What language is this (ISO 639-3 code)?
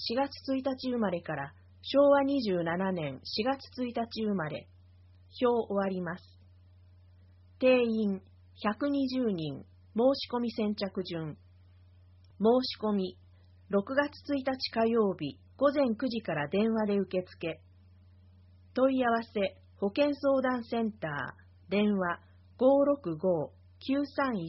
jpn